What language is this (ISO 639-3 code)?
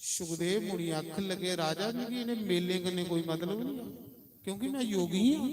doi